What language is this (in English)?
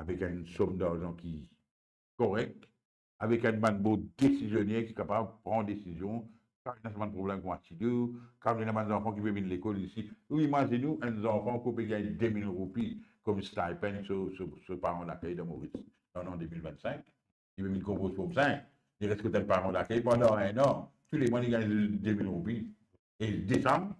Morisyen